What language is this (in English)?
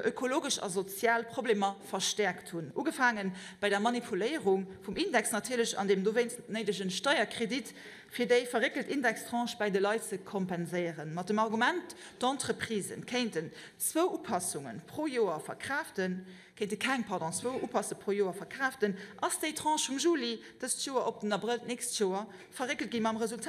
Luxembourgish